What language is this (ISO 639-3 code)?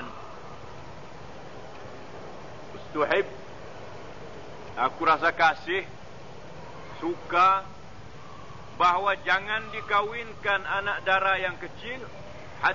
msa